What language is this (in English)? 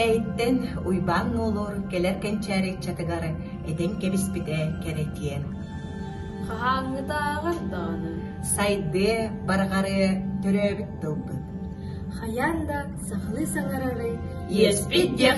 Yakut